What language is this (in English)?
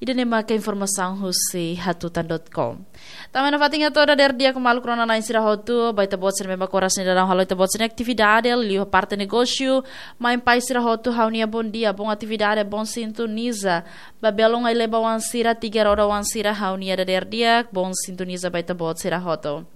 Tetum